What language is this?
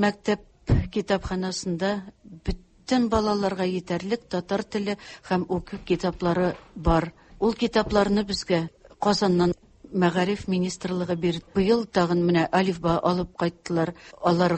Tatar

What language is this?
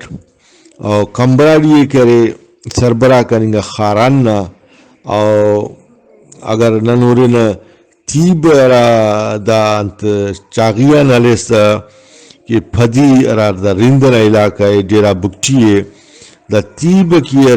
Brahui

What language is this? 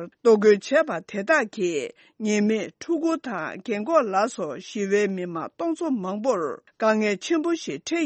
Tibetan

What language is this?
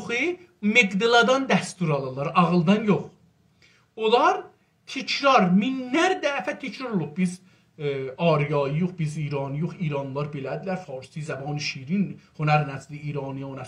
South Azerbaijani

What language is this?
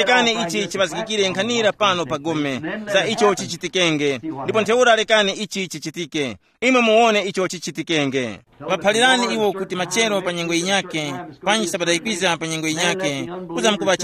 Tumbuka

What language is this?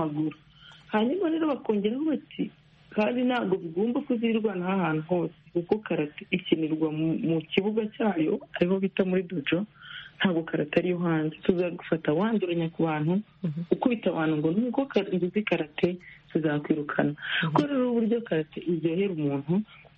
Kinyarwanda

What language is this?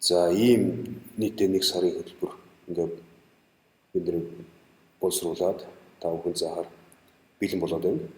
Mongolian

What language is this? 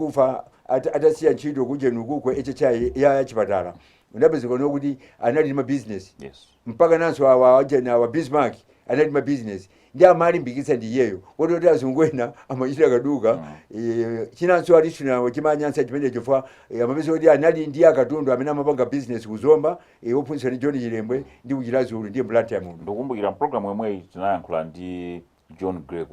Nyanja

